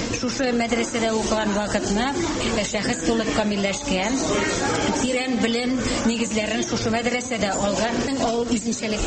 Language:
Tatar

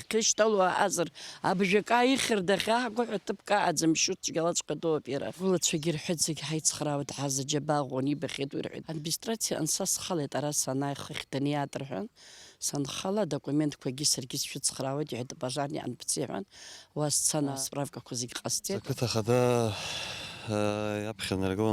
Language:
Abkhazian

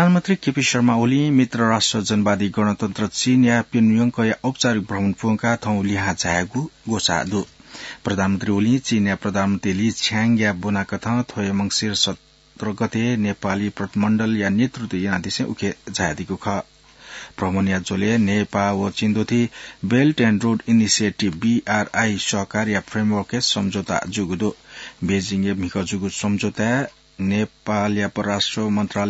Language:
Newari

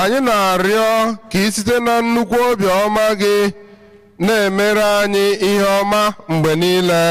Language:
Igbo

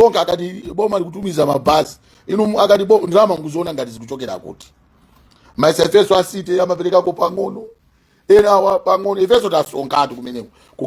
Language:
Nyanja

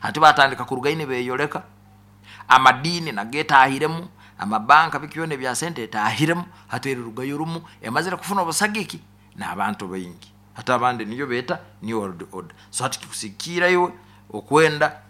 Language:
Nyoro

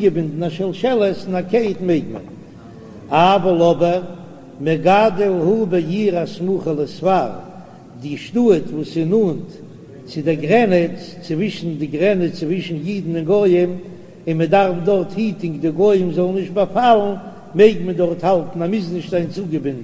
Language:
Yiddish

